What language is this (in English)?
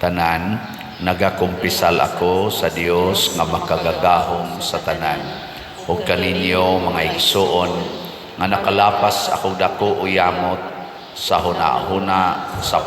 Cebuano